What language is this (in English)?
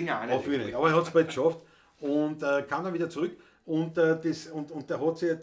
Bavarian